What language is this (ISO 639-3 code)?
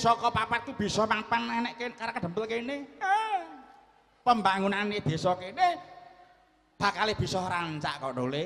jav